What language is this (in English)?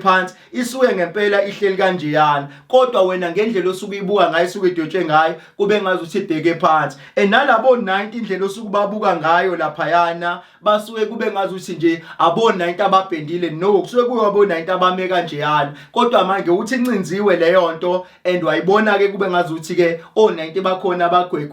Zulu